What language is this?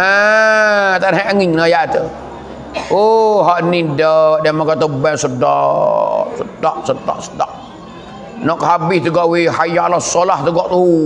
Pattani Malay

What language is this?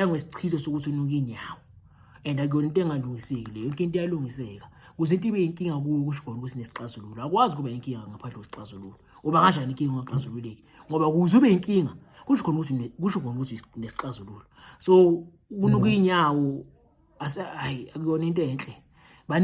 Zulu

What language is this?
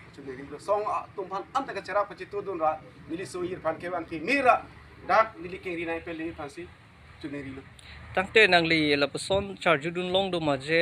Karbi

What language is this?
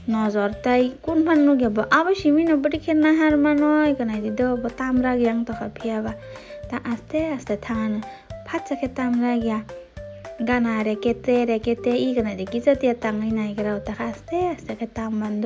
Kok Borok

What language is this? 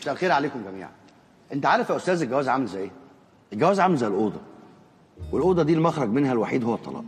Egyptian Arabic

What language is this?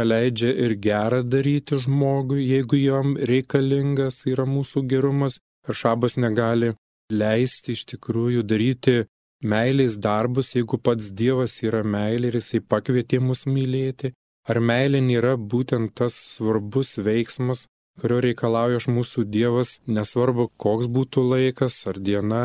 Lithuanian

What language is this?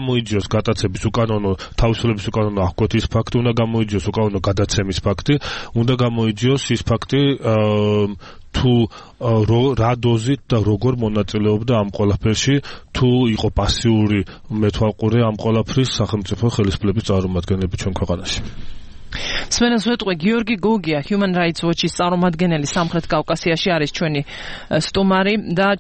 Georgian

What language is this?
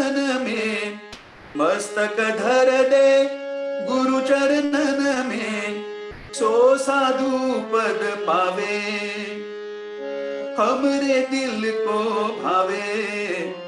Gujarati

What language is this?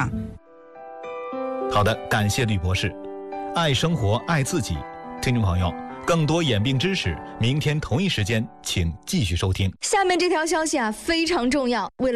Chinese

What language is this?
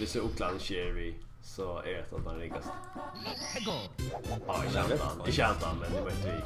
Faroese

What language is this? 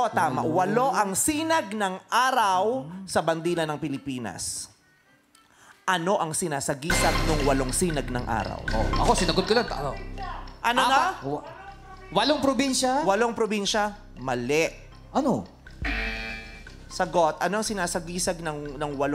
Filipino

